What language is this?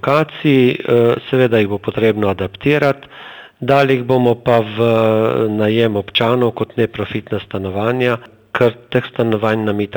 Slovenian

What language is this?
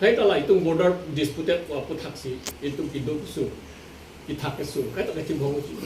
Karbi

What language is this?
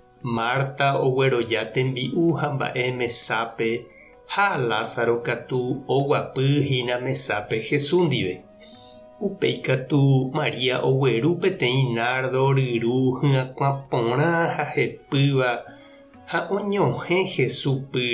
Guarani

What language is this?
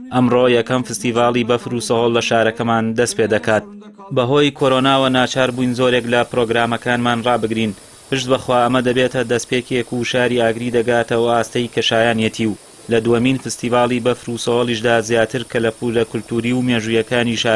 Central Kurdish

